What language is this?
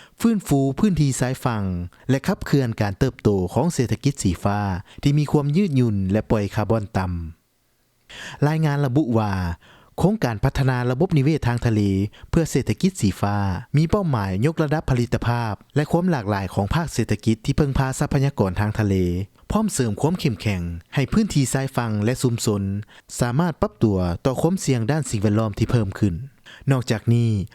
Lao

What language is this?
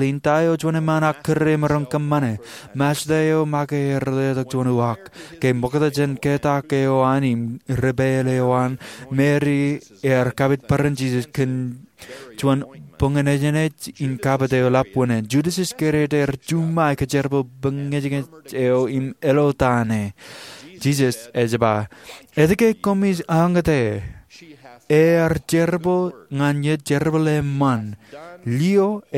Marshallese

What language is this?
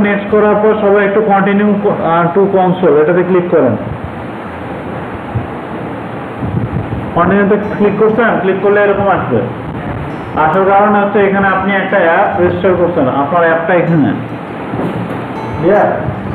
Bangla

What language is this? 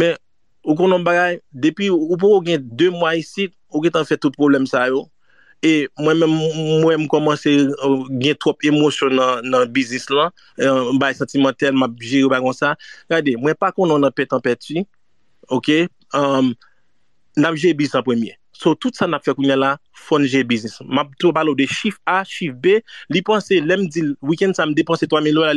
Haitian Creole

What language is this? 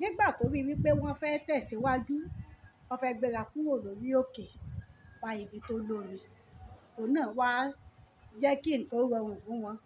Yoruba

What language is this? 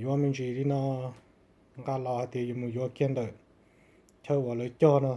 Hmong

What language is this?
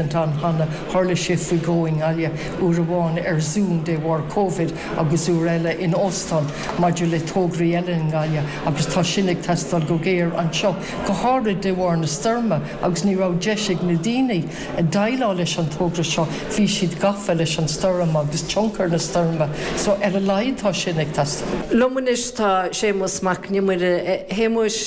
Irish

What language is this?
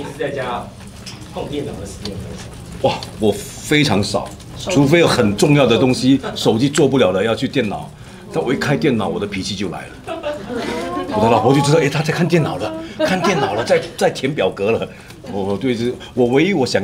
Chinese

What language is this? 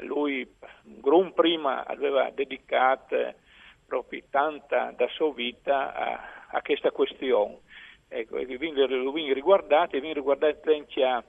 Friulian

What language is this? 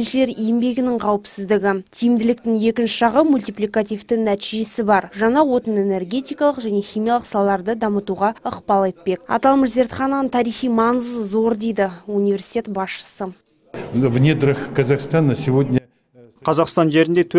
Kazakh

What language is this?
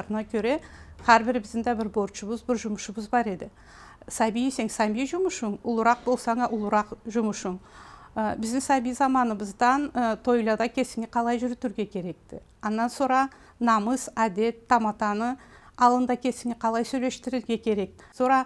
Karachay-Balkar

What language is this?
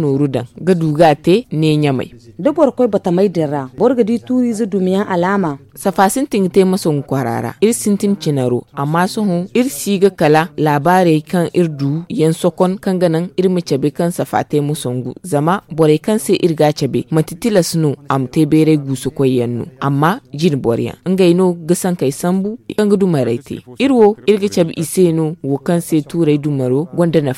Zarma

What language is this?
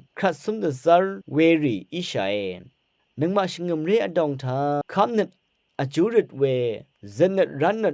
Rawang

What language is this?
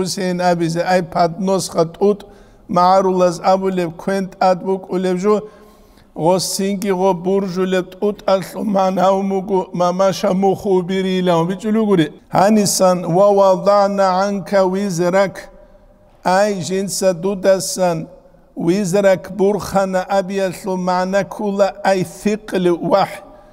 Avaric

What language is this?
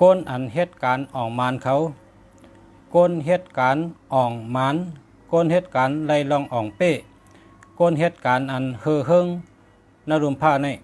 Shan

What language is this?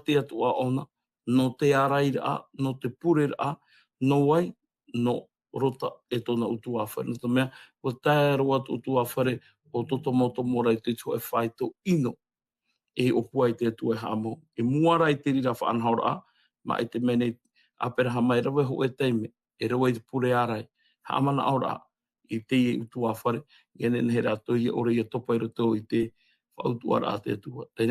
Tahitian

